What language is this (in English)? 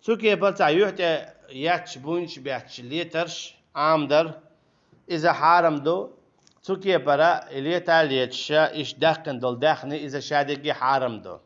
Chechen